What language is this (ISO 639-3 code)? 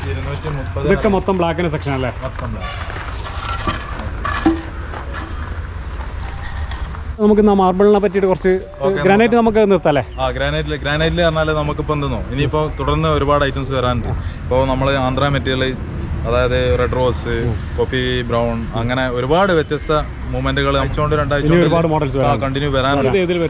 mal